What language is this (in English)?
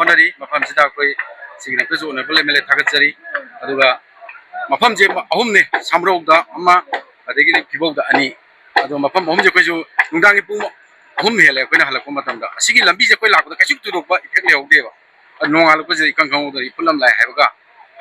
Manipuri